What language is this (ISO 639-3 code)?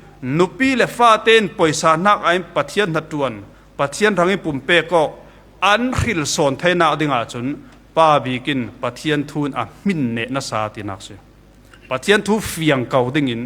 cfm